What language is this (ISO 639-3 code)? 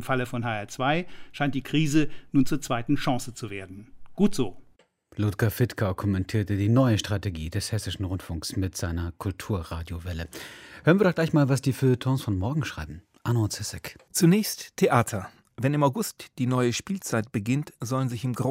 deu